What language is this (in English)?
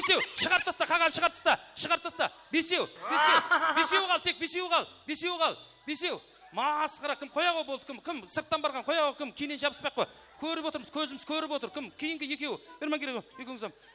Kara-Kalpak